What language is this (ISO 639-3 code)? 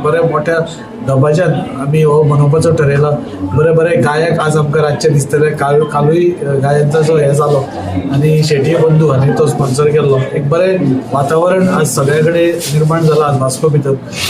kok